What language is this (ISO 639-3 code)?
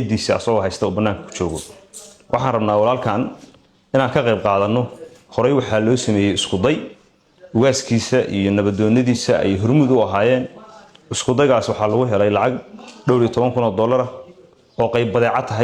som